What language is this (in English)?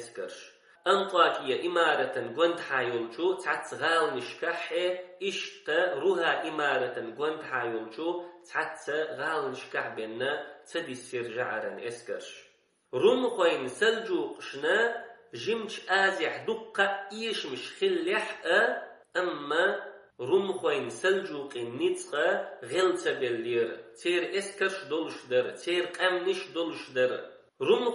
Chechen